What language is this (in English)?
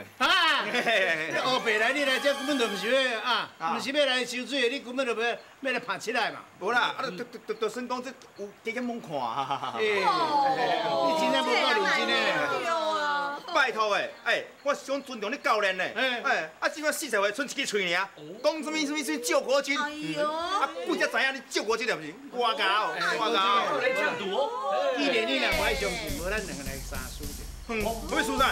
Min Nan Chinese